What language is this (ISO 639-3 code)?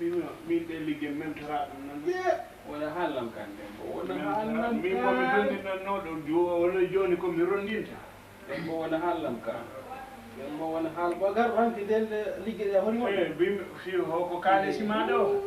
ful